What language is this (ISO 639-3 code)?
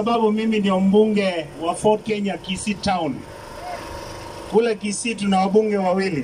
swa